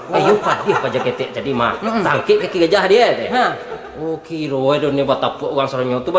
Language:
Minangkabau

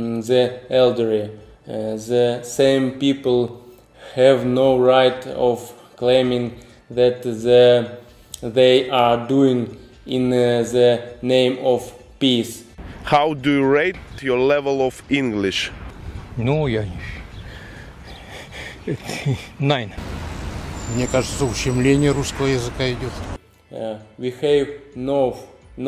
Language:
Russian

